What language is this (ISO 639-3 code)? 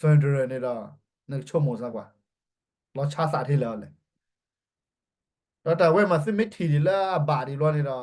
ksw